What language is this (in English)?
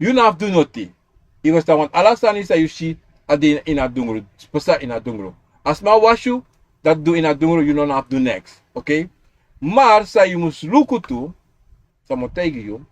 Sranan Tongo